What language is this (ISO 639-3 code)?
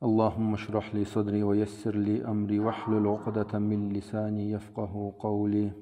krc